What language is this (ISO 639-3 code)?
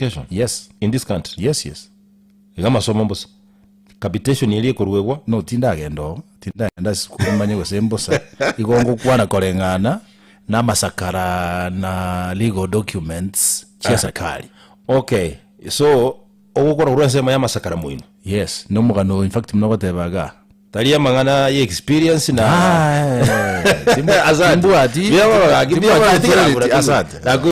guz